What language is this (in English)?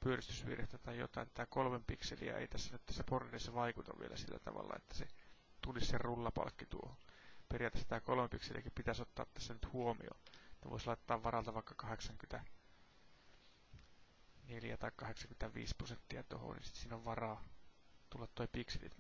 Finnish